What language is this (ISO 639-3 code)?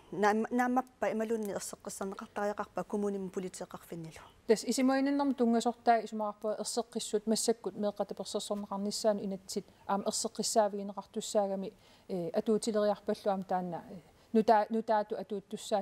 kal